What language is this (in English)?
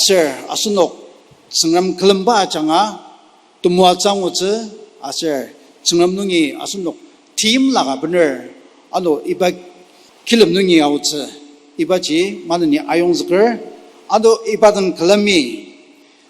Ao Naga